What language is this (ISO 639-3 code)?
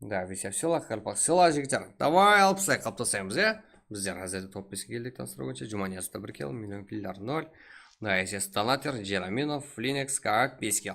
kaa